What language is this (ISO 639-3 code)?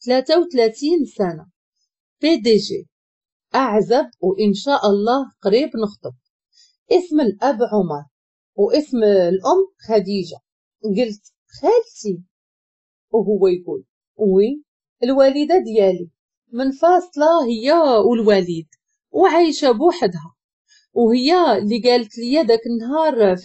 ary